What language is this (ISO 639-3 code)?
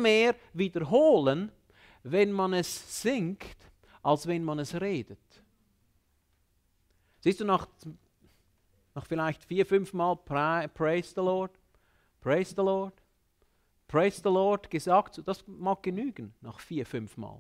deu